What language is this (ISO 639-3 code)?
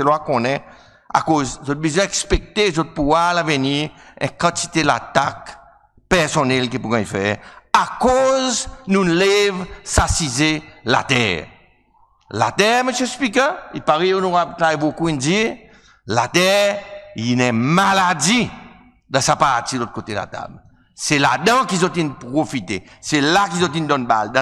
crs